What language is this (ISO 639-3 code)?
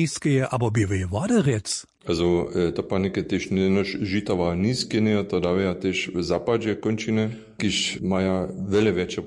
hsb